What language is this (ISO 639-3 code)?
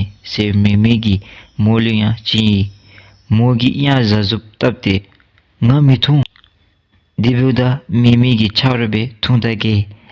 dzo